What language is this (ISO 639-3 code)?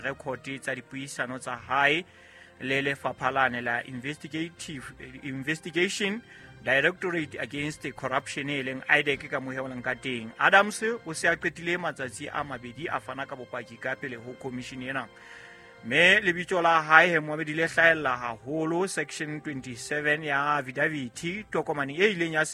sot